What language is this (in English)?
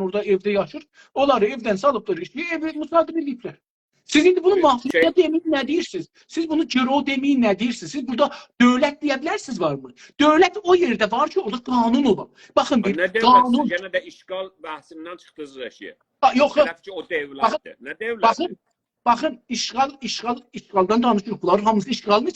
South Azerbaijani